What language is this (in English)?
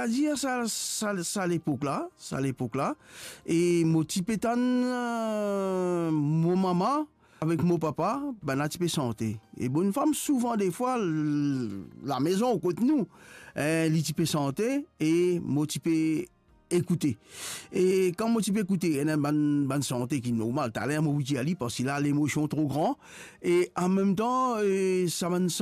Morisyen